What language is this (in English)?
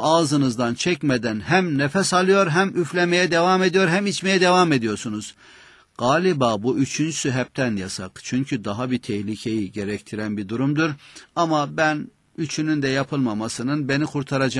Turkish